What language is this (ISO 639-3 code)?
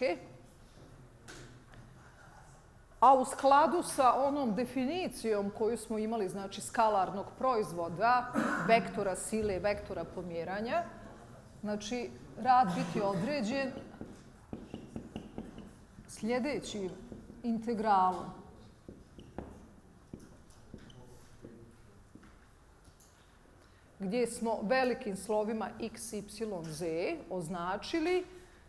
bos